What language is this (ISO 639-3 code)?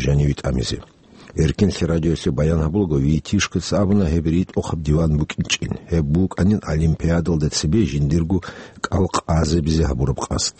ava